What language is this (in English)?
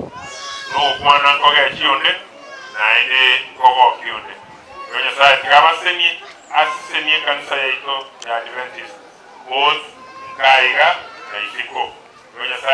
Gusii